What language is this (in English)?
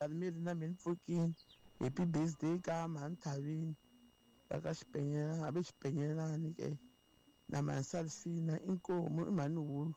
Tsonga